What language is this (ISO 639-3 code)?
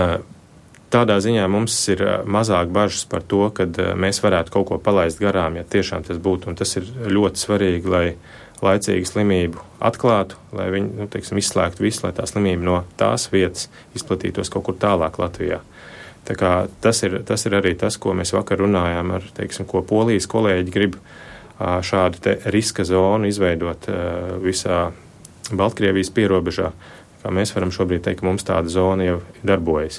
lav